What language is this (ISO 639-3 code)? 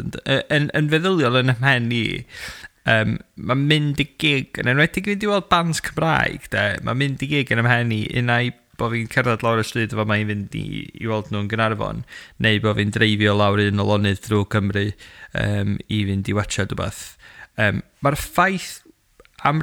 cym